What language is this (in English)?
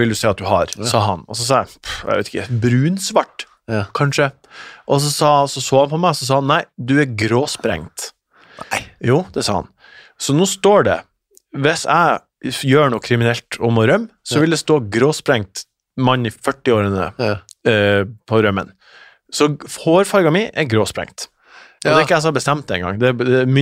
Norwegian